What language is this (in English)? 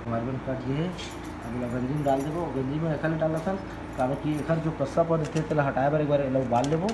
Chhattisgarhi